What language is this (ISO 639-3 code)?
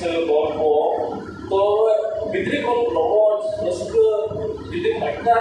sat